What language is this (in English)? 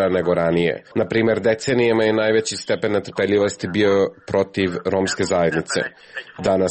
Serbian